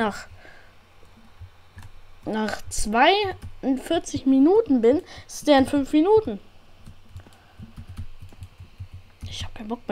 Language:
German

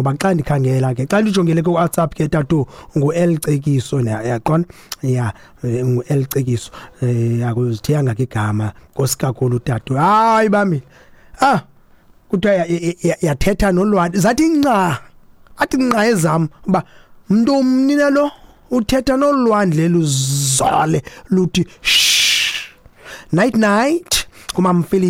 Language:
Xhosa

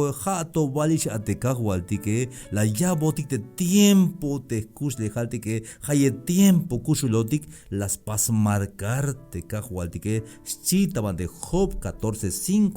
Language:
Tzeltal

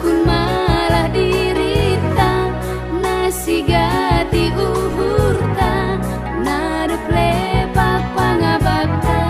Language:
Batak Simalungun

